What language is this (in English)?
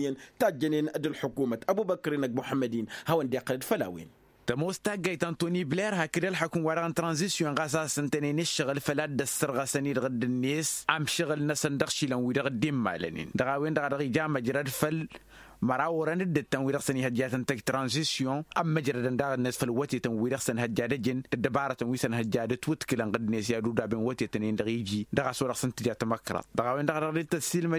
Tamasheq